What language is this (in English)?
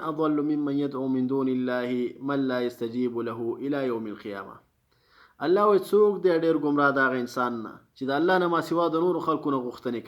Pashto